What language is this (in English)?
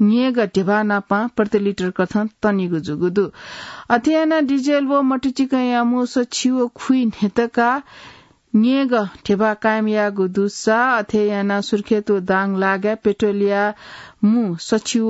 Newari